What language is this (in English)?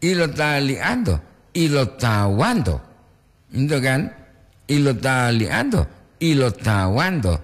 Gorontalo